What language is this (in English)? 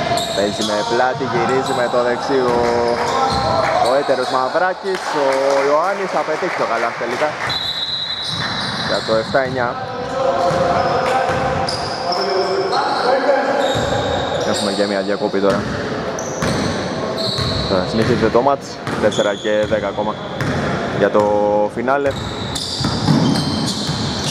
Greek